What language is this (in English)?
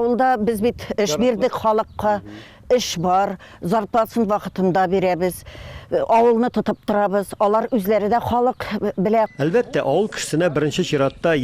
Tatar